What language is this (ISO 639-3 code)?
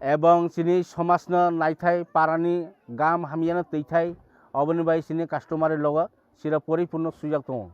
trp